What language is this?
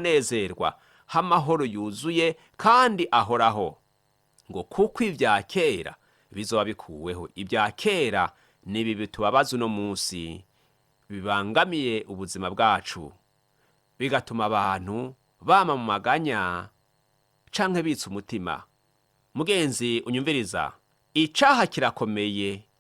Rundi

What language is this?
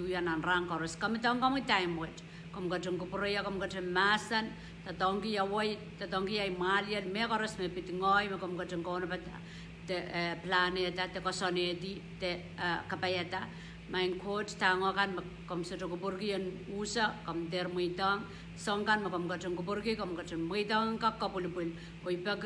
Pohnpeian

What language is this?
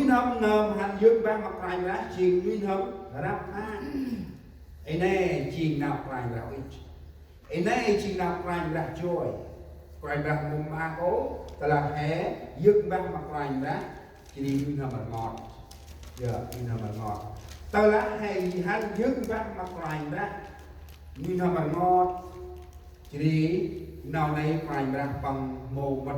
Central Mnong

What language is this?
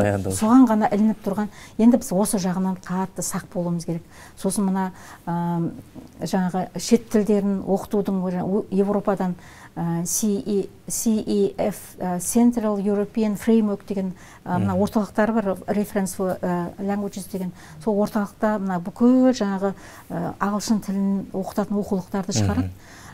Kazakh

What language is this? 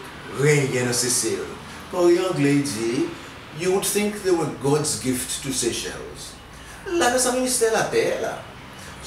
Seselwa Creole French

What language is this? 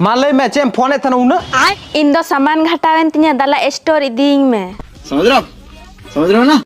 Santali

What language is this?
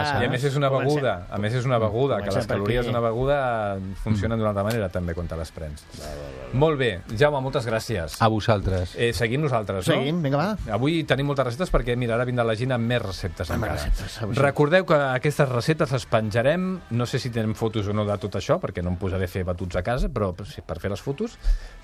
Catalan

